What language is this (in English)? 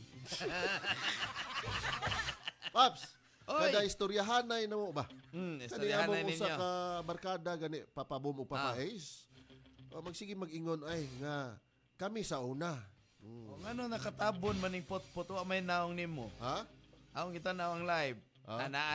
Cebuano